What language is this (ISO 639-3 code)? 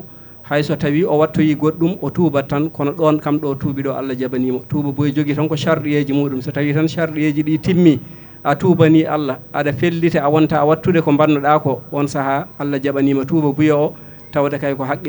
ful